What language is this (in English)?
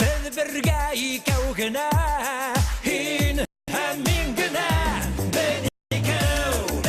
Bashkir